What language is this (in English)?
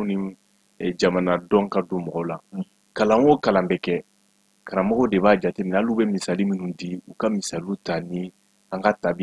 Bambara